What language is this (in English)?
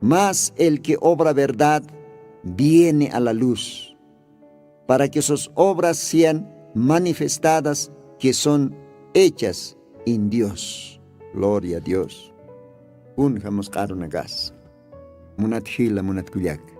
Aymara